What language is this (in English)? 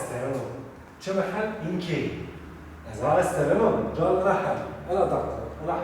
Zaza